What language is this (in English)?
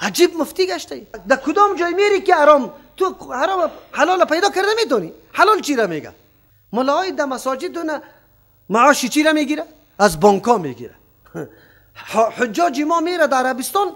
Persian